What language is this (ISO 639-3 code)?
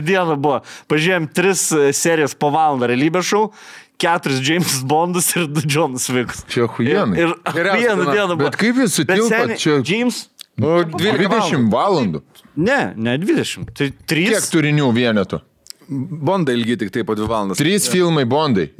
lit